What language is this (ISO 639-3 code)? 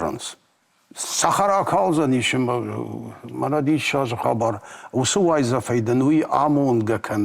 oss